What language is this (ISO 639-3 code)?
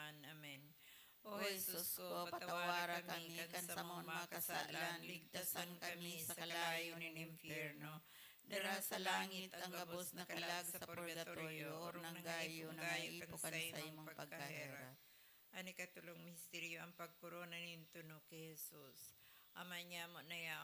bik